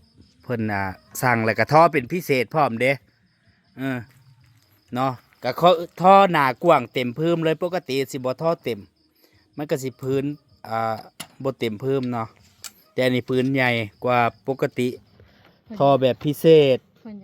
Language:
Northeastern Thai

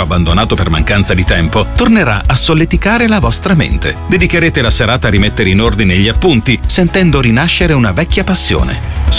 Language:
Italian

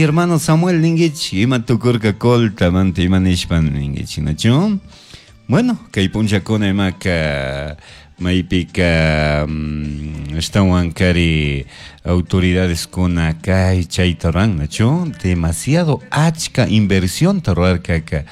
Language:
Chimborazo Highland Quichua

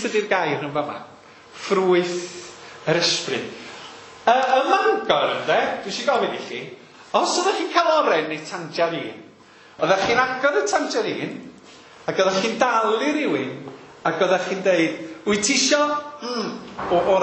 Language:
Welsh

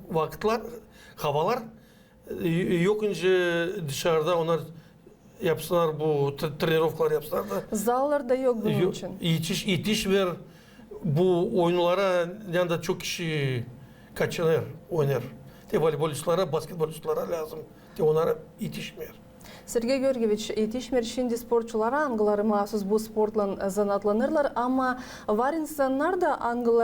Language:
Gagauz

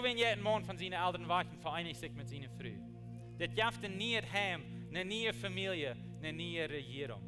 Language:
Plautdietsch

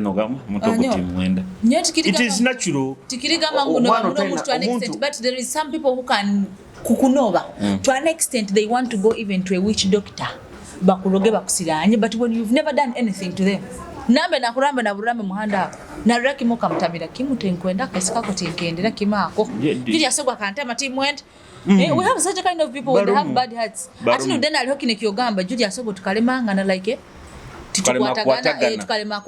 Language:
Nyoro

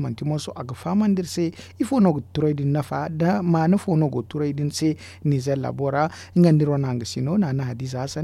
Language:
Zarma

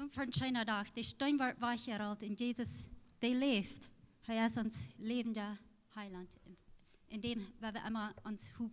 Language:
Plautdietsch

